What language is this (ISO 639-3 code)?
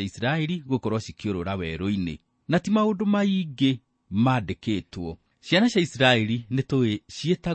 kik